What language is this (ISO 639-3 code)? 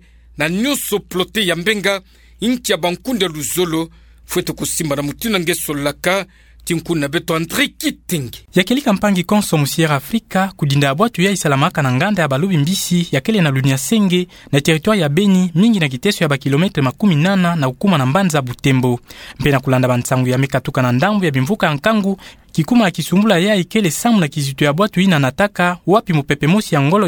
ktu